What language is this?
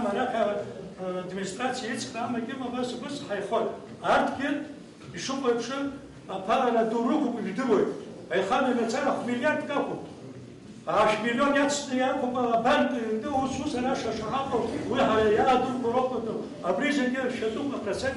Abkhazian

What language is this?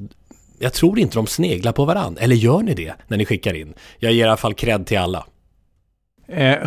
Swedish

